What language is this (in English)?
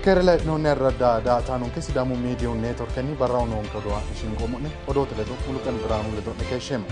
Sidamo